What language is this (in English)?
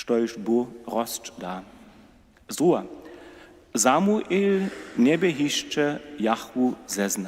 Upper Sorbian